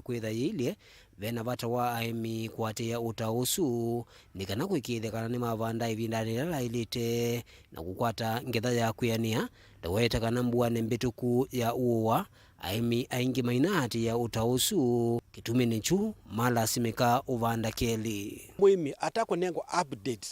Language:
Kamba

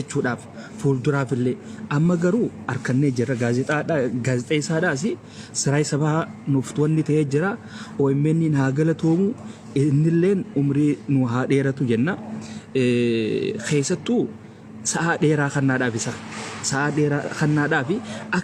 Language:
Oromo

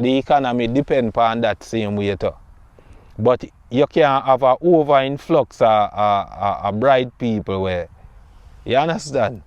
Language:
Jamaican Creole English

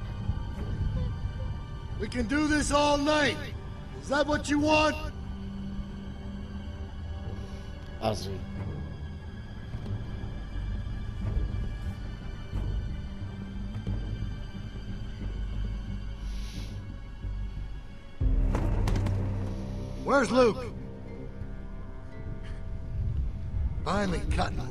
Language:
English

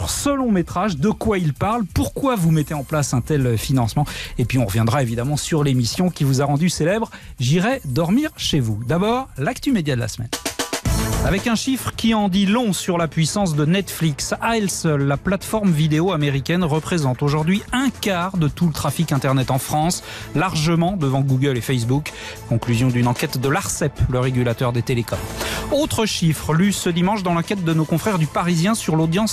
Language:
French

